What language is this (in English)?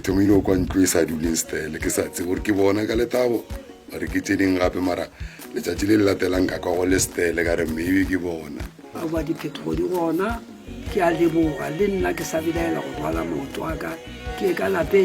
Northern Sotho